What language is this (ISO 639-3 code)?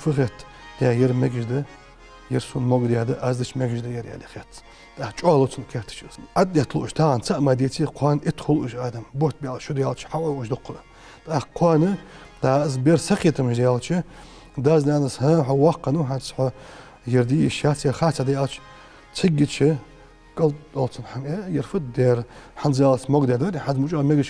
inh